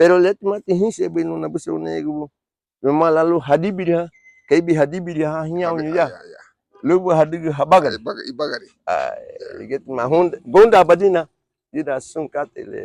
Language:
Garifuna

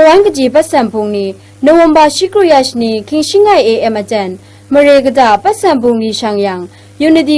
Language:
Kachin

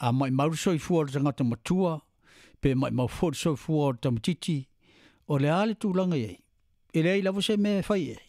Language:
Samoan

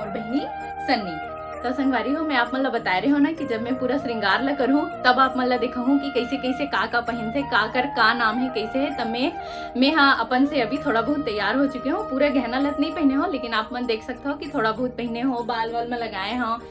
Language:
Chhattisgarhi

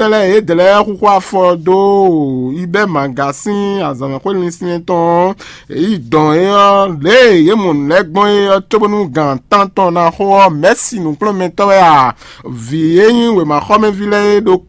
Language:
Fon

